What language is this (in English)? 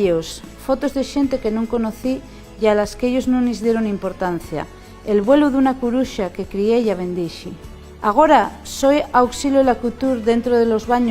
Asturian